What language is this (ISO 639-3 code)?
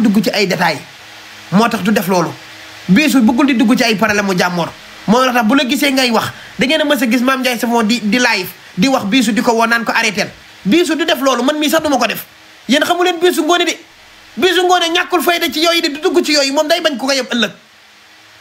wol